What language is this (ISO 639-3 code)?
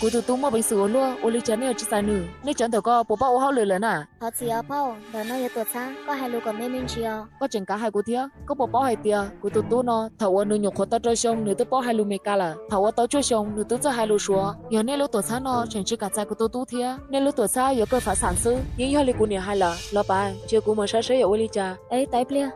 hmn